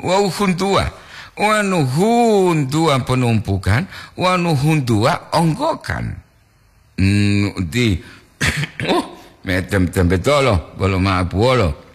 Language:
Gorontalo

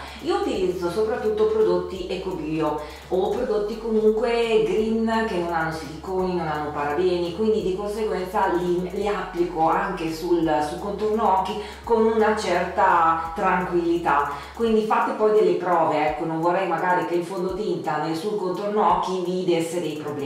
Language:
Italian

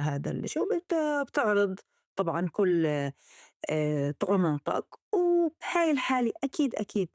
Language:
North Levantine Arabic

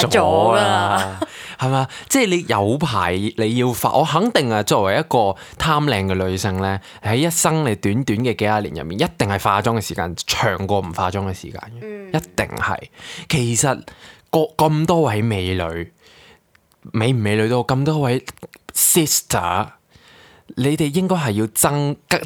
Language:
Cantonese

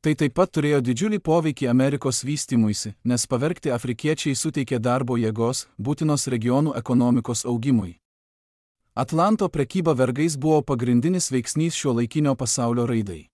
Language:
Lithuanian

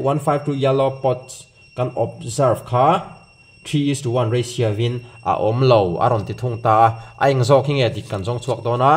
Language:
Mizo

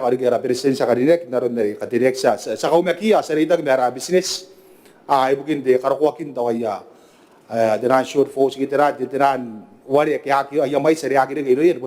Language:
Gilbertese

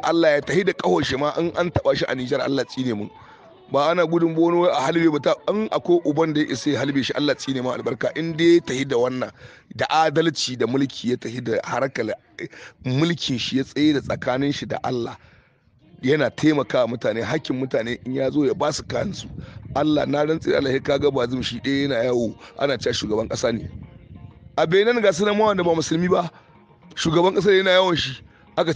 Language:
Hausa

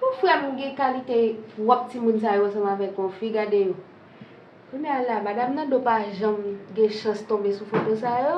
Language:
Haitian Creole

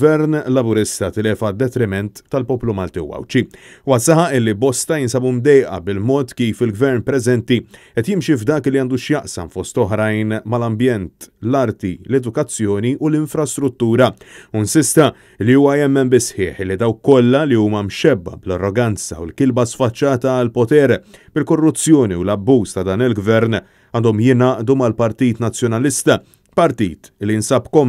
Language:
Maltese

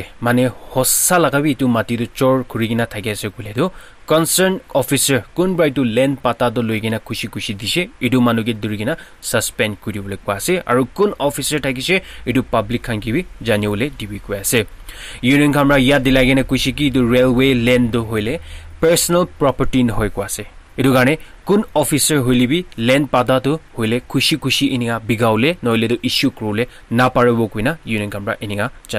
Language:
Naga Pidgin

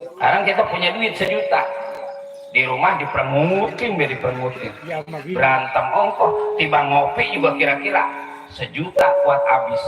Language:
Betawi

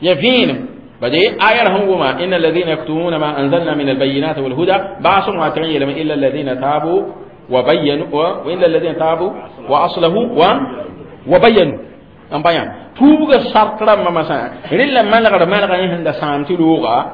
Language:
Mossi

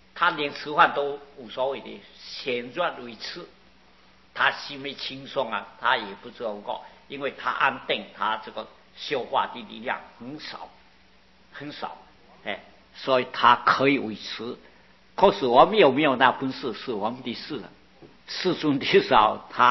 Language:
Chinese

